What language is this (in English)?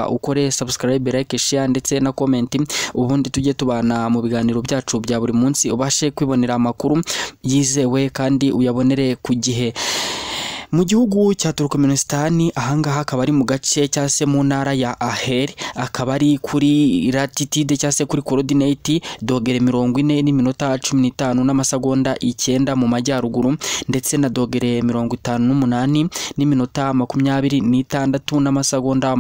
Kinyarwanda